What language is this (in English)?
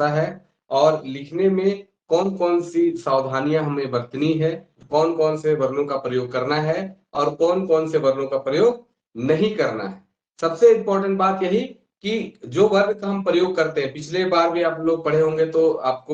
Sadri